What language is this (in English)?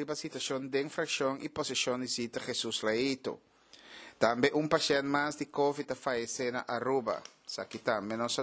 Papiamento